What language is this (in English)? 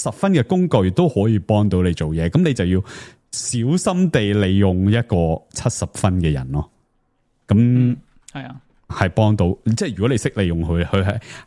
Cantonese